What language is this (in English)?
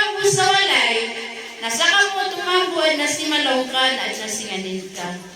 Maranao